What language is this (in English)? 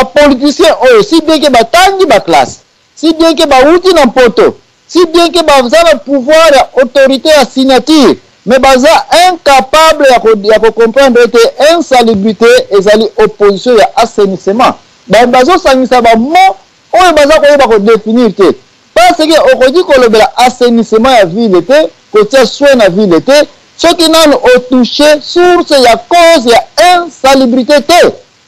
Lingala